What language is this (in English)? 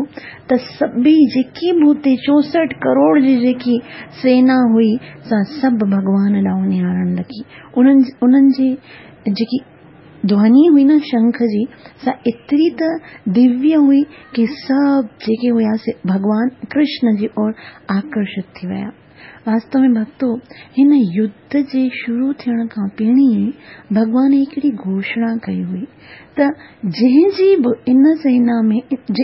Sindhi